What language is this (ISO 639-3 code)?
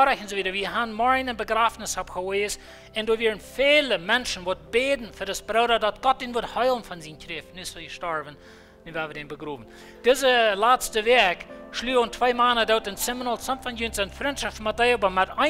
pdt